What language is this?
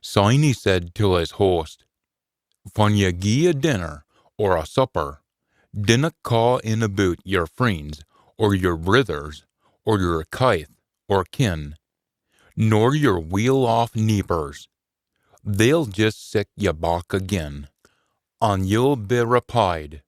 Scots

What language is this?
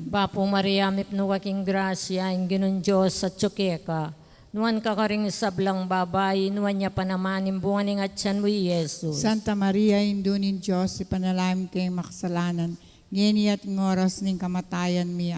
Pampanga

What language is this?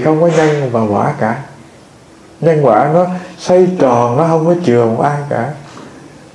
Vietnamese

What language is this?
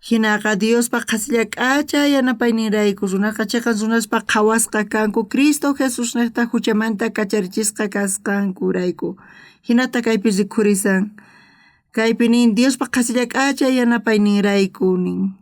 South Bolivian Quechua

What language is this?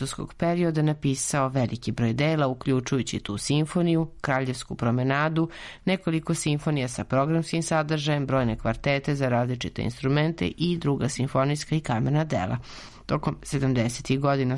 Serbian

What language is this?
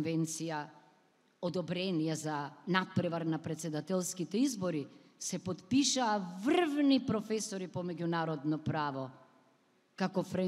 Macedonian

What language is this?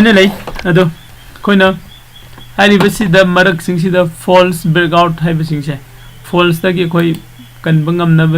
Manipuri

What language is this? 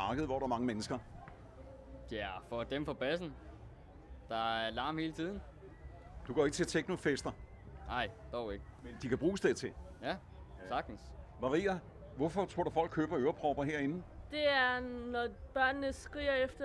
Danish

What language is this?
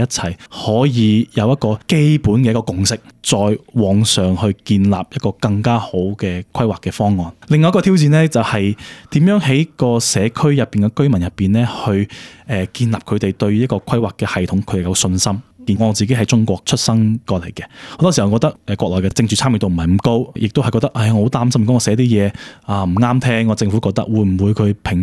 Cantonese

